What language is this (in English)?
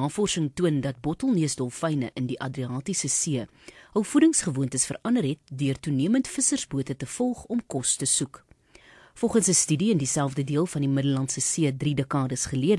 Afrikaans